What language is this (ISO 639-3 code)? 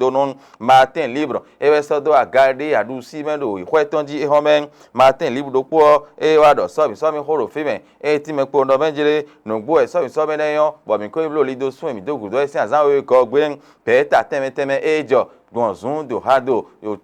fon